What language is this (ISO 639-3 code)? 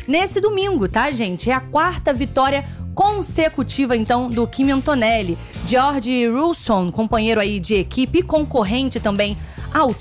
por